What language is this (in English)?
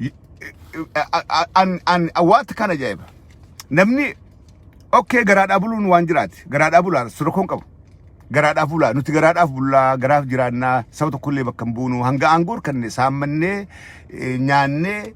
Oromo